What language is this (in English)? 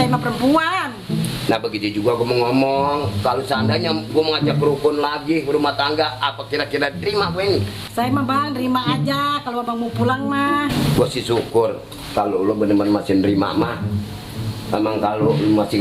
Betawi